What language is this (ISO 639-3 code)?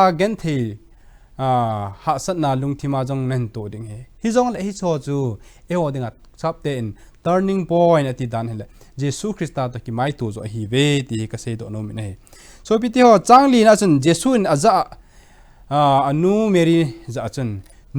tcz